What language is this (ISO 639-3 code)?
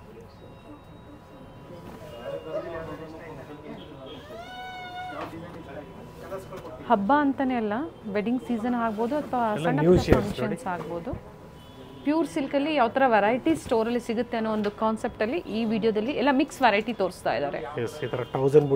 kan